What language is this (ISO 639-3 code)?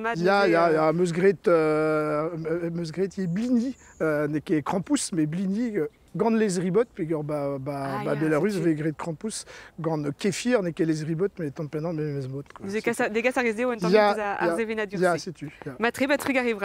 bre